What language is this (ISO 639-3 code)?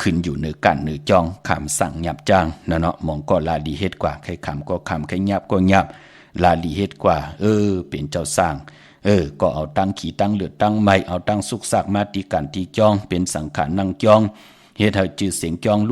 shn